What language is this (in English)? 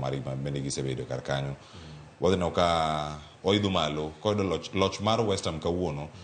Luo (Kenya and Tanzania)